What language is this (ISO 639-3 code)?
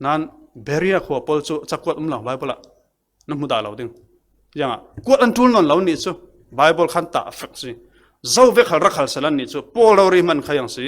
cfm